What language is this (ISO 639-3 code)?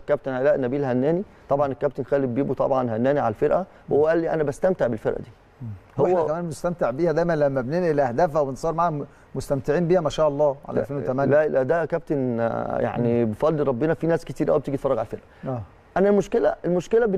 arz